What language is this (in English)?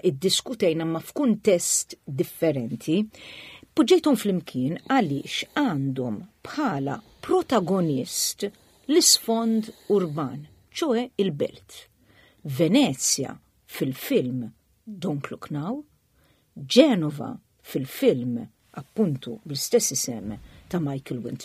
Maltese